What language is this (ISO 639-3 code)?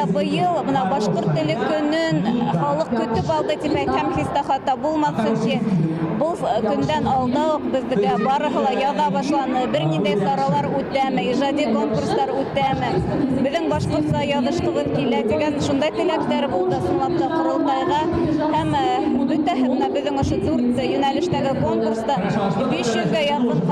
bak